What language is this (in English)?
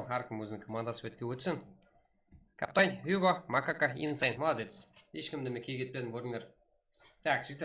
Kara-Kalpak